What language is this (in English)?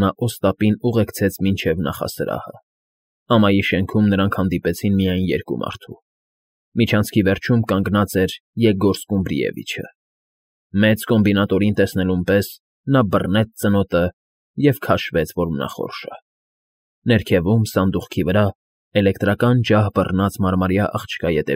Armenian